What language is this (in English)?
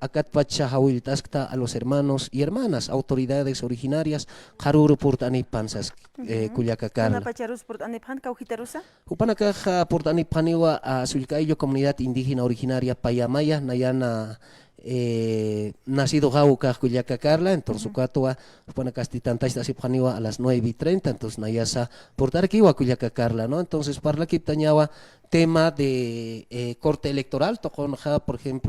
Aymara